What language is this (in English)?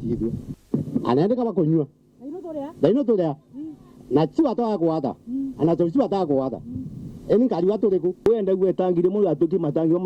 Meru